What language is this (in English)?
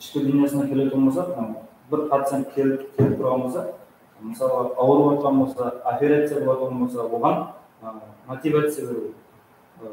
Kara-Kalpak